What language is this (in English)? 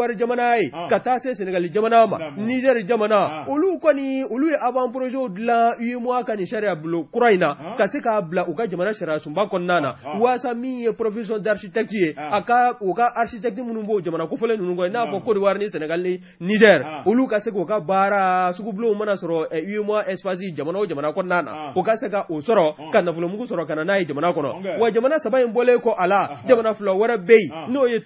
Bambara